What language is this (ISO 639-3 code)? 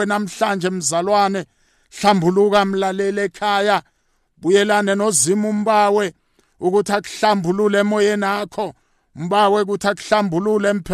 nbl